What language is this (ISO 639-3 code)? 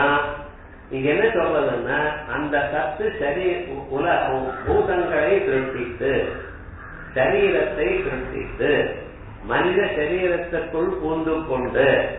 tam